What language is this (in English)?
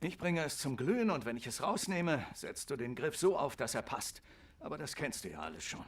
Swiss German